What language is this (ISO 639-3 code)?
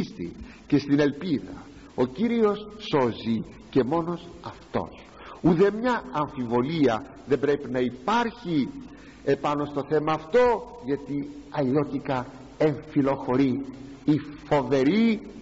ell